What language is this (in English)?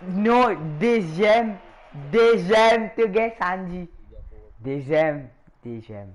Morisyen